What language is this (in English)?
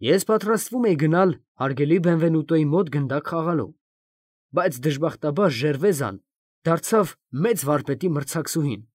Armenian